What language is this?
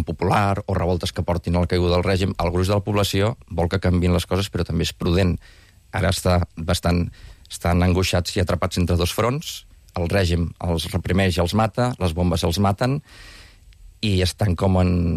Catalan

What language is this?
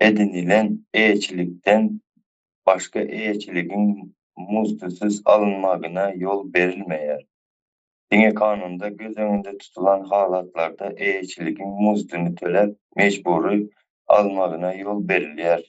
Turkmen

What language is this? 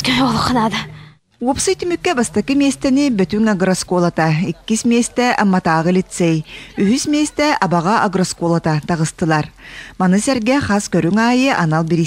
Yakut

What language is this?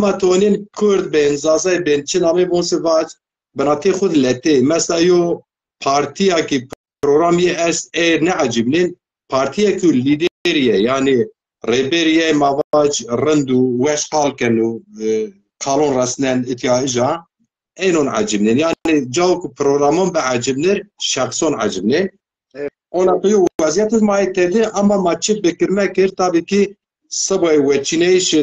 Zaza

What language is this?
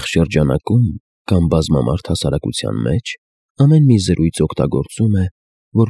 Armenian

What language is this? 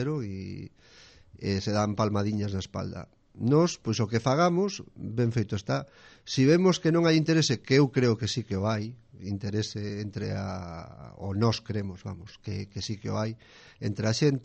Galician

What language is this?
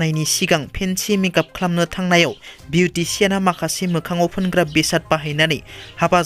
Bodo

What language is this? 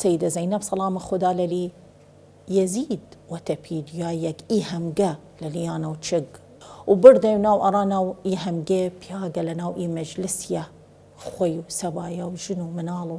Southern Kurdish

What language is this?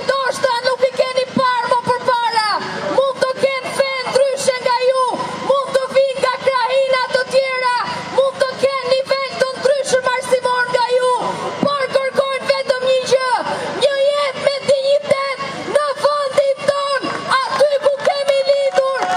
Albanian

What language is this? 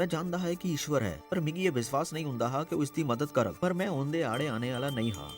Dogri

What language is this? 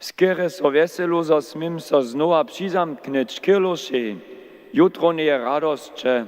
Upper Sorbian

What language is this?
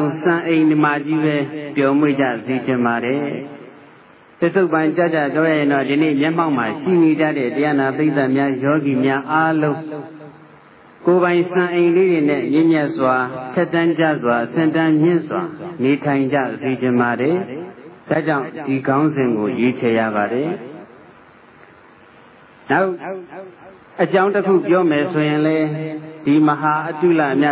Burmese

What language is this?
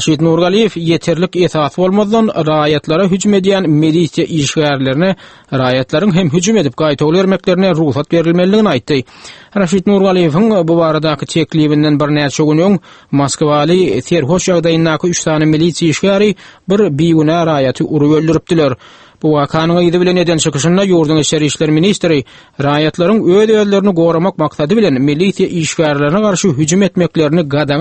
Turkmen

